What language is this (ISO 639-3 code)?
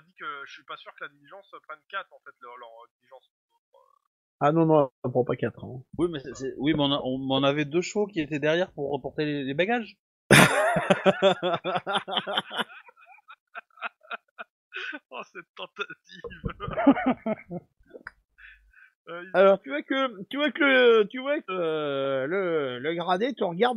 fra